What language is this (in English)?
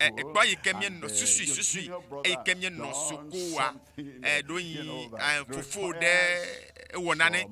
Ewe